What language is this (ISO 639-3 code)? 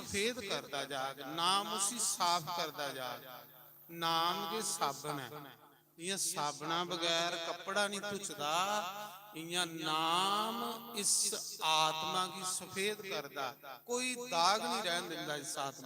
doi